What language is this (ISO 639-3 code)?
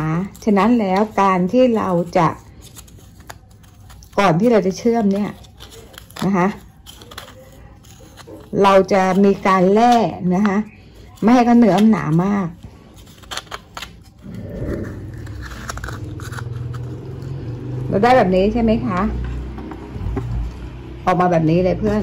tha